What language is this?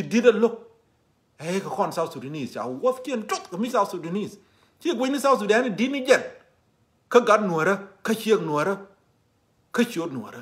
Nuer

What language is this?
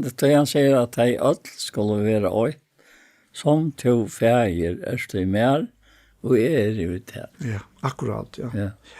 Faroese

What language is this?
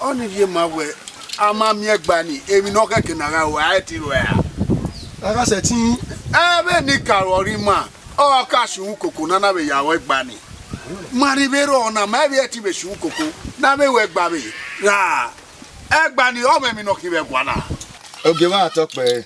Bini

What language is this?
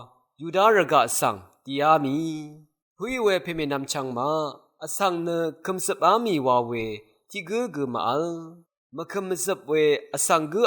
Rawang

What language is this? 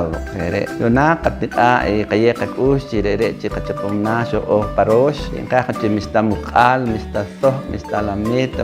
Poqomchi'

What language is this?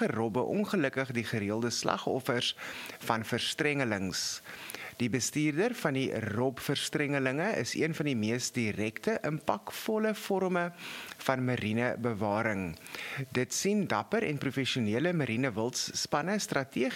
Afrikaans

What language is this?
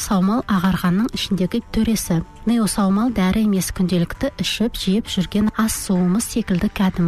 Kazakh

